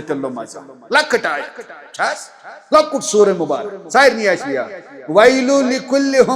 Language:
Kashmiri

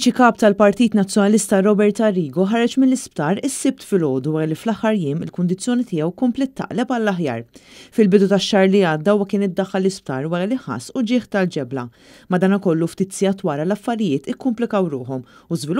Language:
Maltese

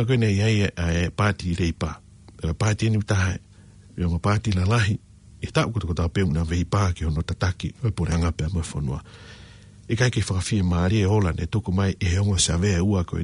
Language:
Tongan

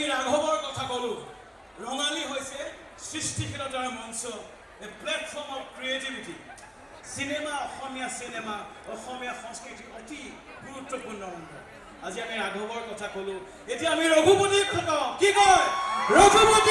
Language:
Assamese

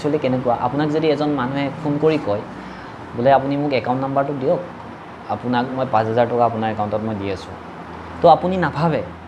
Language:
Assamese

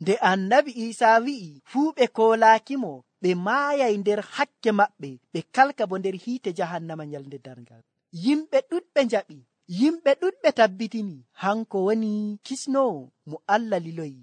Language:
Nigerian Fulfulde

